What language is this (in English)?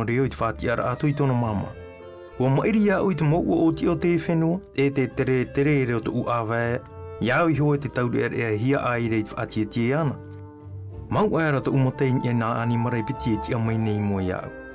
Tahitian